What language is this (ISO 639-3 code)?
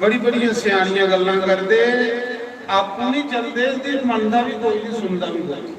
doi